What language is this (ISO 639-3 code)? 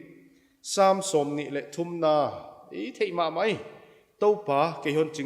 pck